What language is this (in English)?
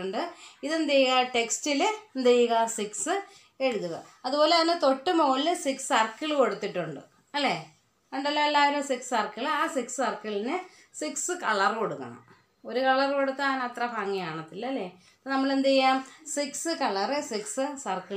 Malayalam